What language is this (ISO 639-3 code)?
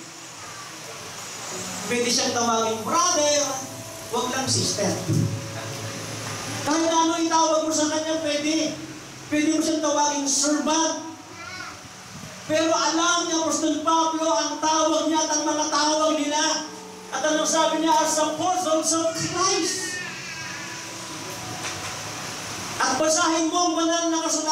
fil